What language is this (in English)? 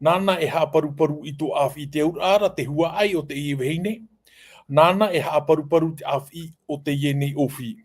Tahitian